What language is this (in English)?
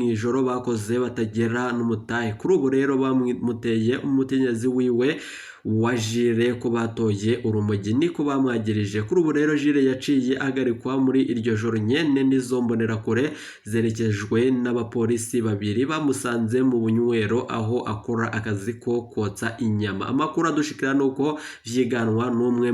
Rundi